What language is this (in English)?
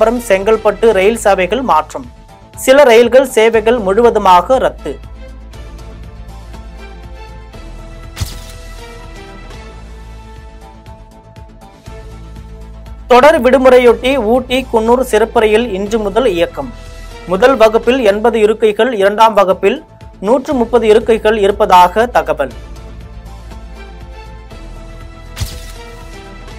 Tamil